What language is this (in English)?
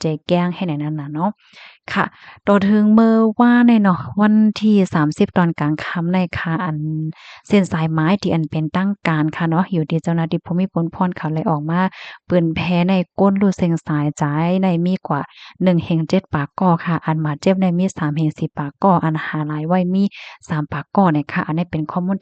Shan